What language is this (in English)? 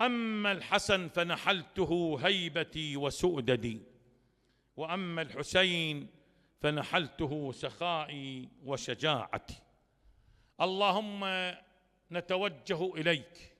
Mesopotamian Arabic